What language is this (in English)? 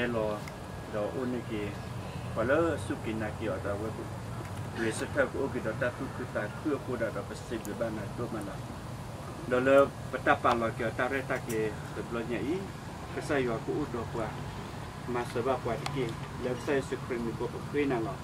S'gaw Karen